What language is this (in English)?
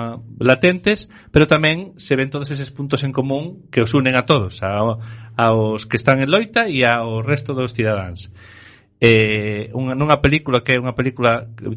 Galician